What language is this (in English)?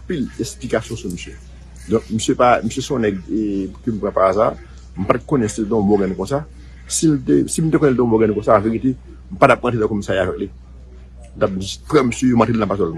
Haitian Creole